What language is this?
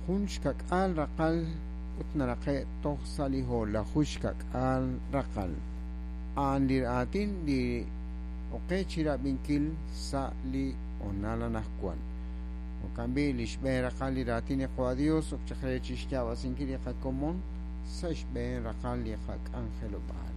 Kekchí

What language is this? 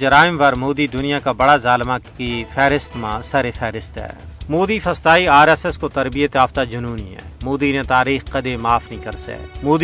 Gujari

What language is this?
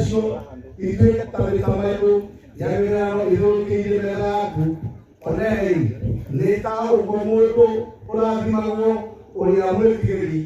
Kikuyu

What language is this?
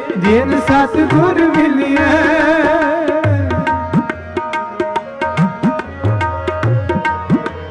Punjabi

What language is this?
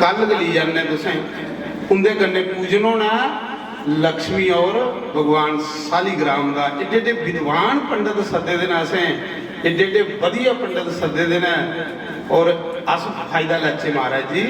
Dogri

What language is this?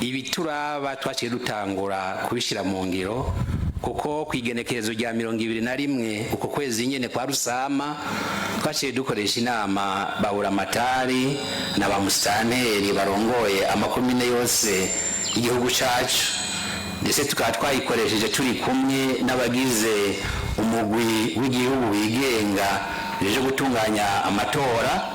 Rundi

